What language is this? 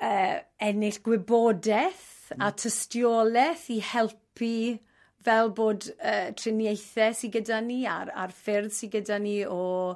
Welsh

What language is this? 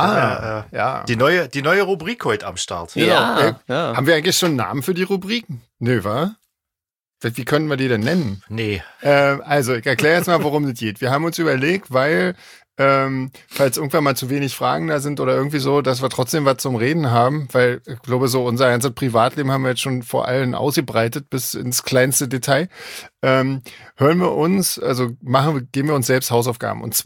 German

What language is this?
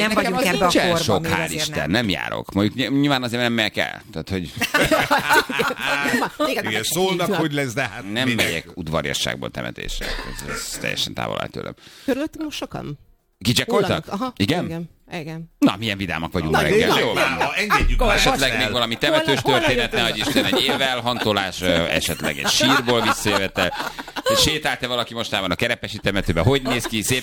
Hungarian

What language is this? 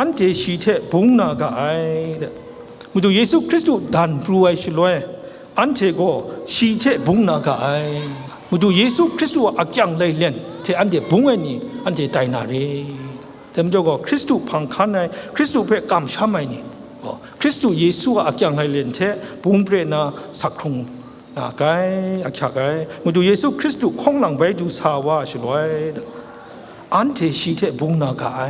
Kachin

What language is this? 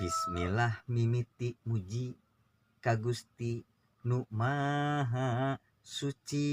Sundanese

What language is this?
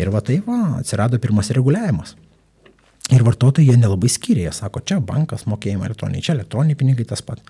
Lithuanian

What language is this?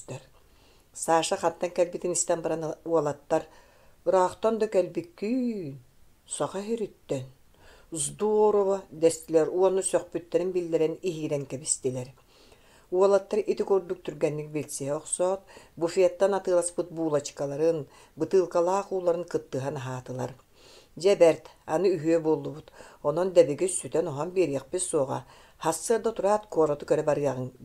Yakut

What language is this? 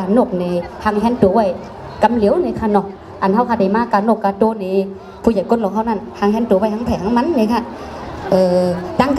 Shan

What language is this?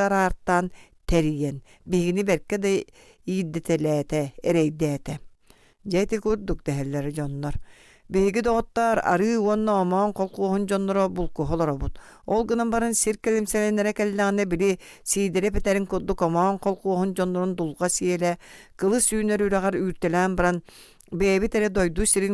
Yakut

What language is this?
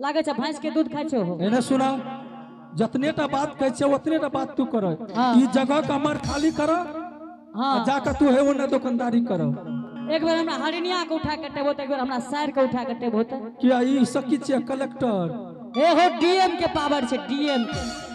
Angika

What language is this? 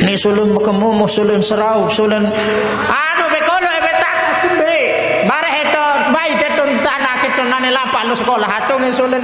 Sasak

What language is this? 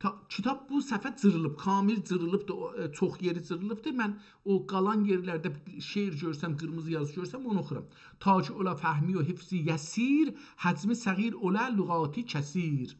South Azerbaijani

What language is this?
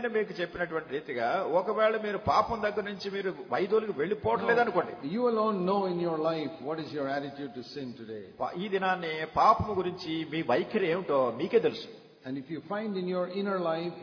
Telugu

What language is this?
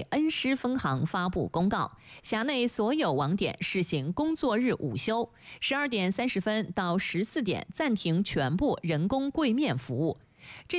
Chinese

